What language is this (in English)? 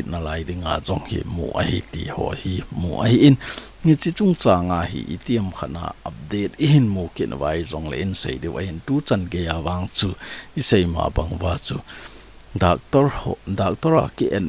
Thado Chin